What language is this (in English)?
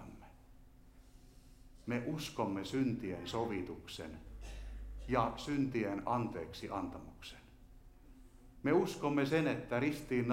Finnish